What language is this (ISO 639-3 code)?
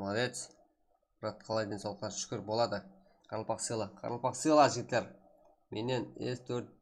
kaa